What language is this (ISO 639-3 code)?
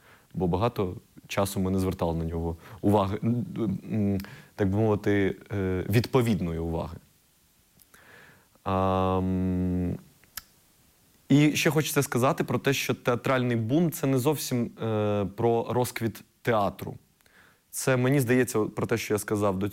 ukr